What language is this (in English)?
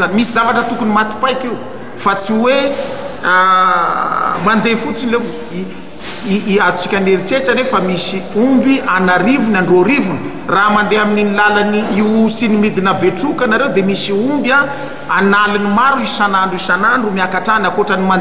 Malagasy